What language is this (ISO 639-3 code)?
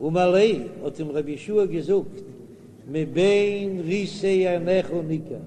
yid